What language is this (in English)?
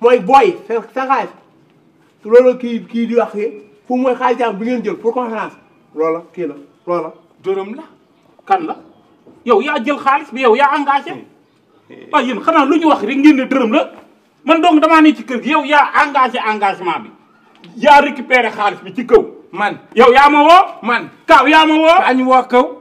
Wolof